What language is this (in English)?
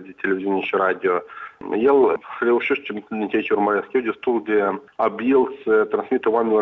Romanian